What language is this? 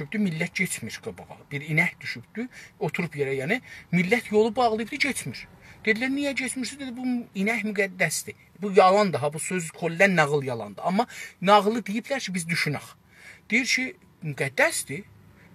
South Azerbaijani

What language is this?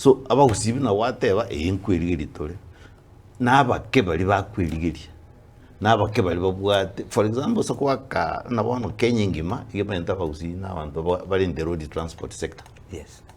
Gusii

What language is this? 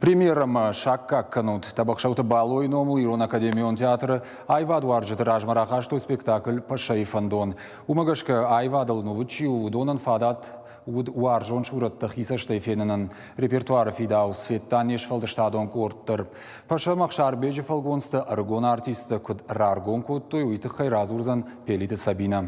Ossetic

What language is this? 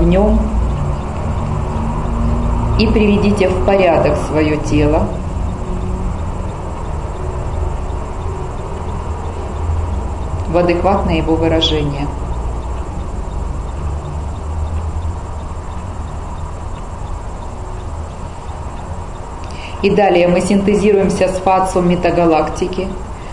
Russian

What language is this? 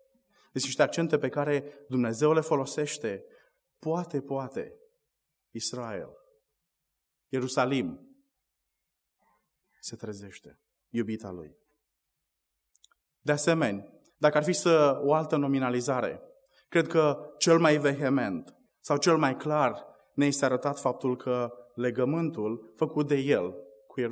Romanian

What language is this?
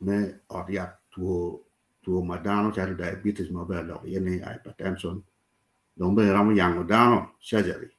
Acoli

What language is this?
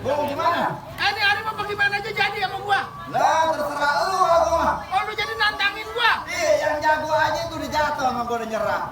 Betawi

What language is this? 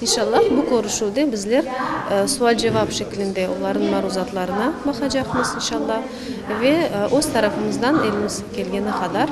Crimean Tatar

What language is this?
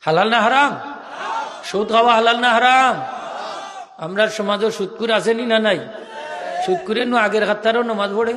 Sylheti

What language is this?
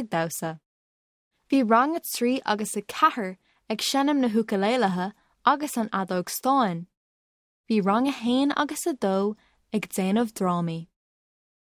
Irish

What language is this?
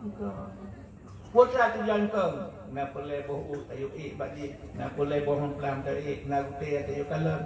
Achinese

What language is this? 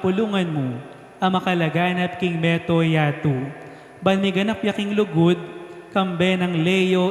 Pampanga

